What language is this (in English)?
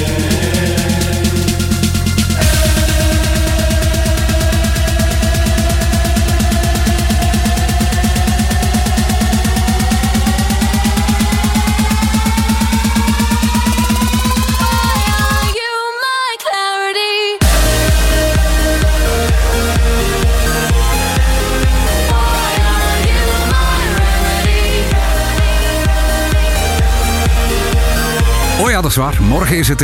Dutch